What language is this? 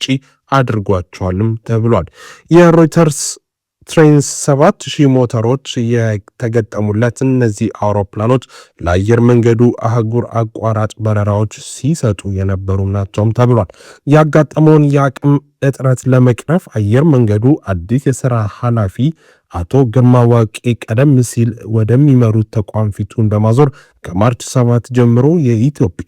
Amharic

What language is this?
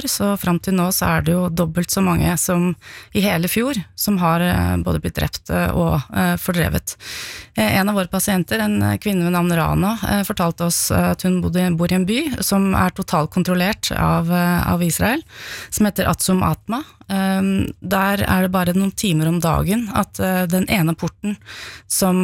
Norwegian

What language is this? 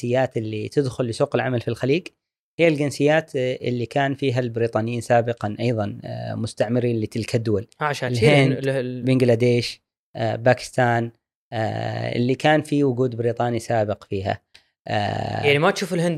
Gulf Arabic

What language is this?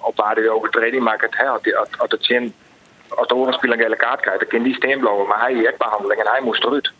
Western Frisian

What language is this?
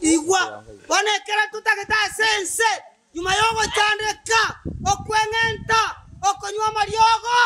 Gusii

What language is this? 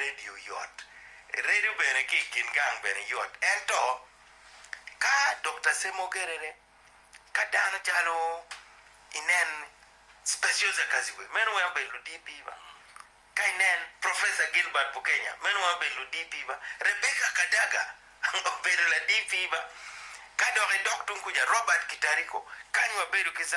Acoli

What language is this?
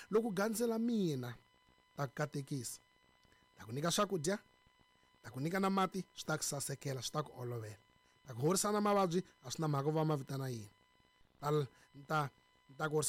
Tsonga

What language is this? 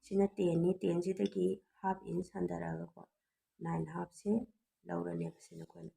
Manipuri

